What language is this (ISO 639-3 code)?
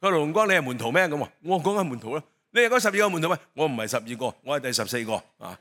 yue